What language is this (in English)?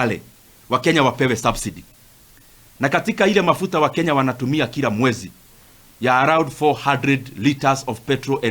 Gusii